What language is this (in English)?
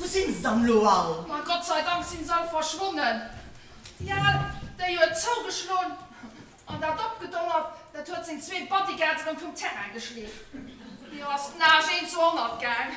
Luxembourgish